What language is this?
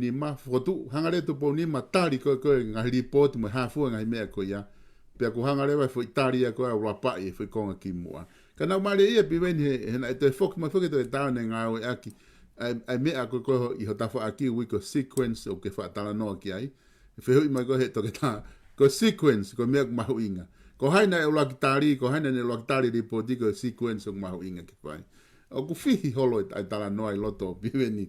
Tongan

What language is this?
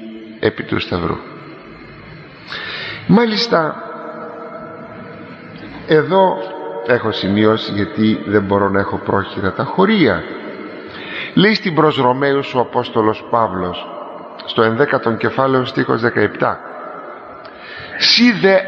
Greek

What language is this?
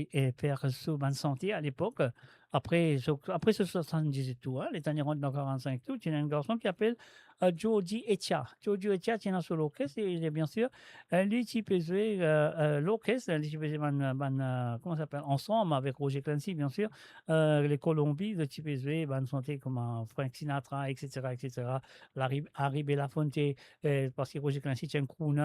Morisyen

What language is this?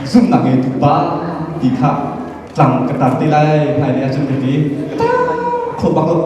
Hakha Chin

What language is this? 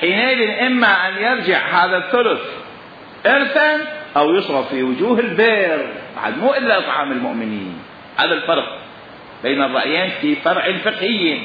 Mesopotamian Arabic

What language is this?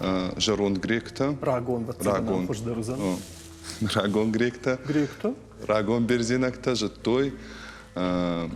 Ossetic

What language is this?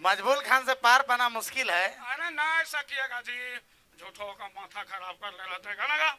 Sadri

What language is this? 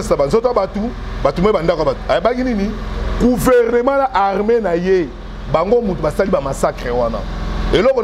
Lingala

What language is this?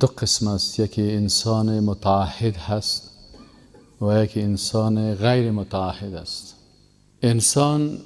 Persian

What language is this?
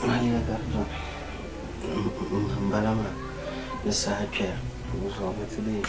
Dagbani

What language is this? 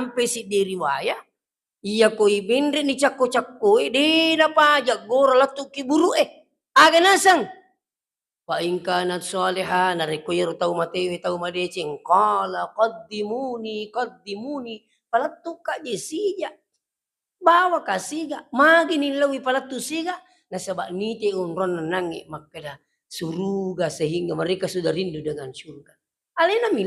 Buginese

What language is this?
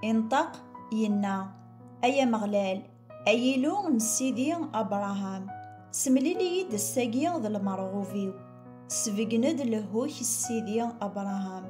Kabyle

